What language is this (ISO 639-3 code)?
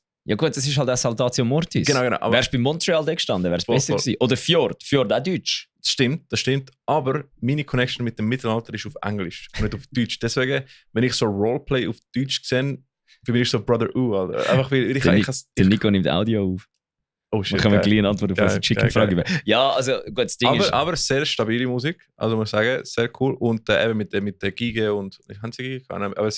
gsw